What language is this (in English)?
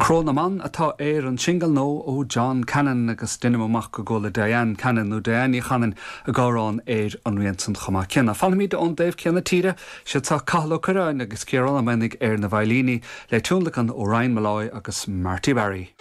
Irish